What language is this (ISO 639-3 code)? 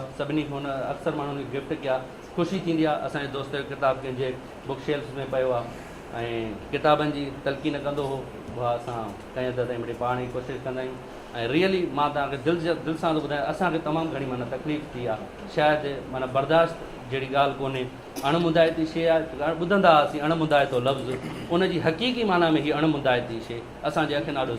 snd